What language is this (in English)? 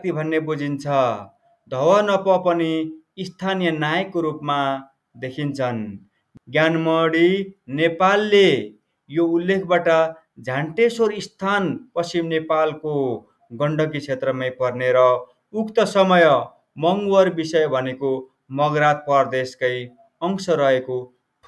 Nepali